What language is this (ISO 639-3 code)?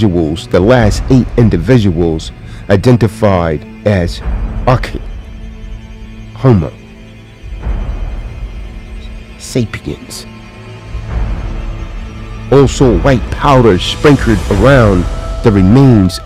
eng